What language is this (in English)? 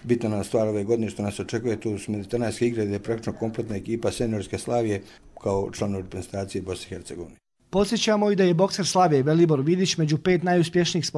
Croatian